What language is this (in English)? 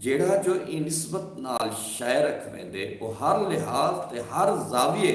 Saraiki